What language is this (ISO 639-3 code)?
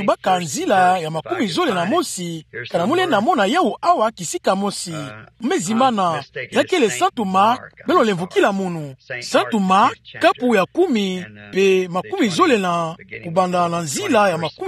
ktu